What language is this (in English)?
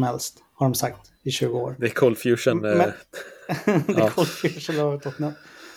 Swedish